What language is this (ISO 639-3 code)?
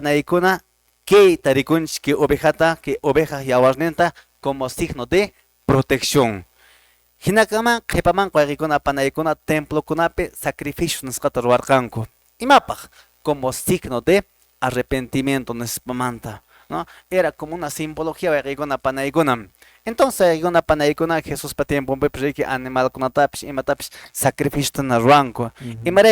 que